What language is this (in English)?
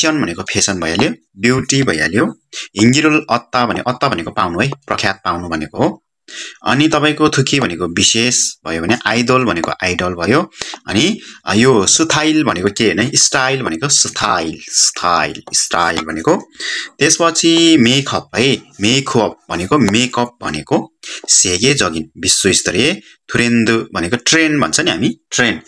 Nepali